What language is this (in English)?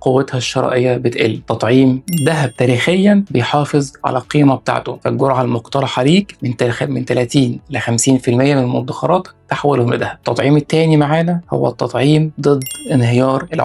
Egyptian Arabic